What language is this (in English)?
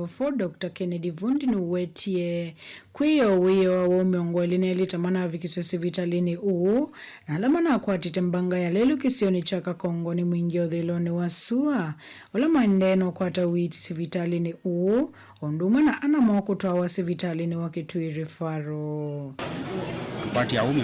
Kamba